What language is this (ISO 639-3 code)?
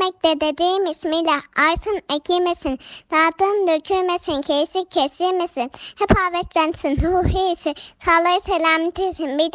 tur